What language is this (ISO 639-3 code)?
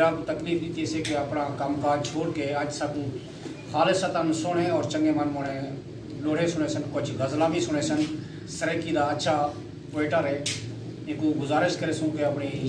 skr